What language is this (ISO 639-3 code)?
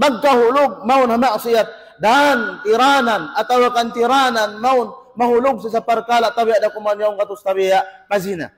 tsg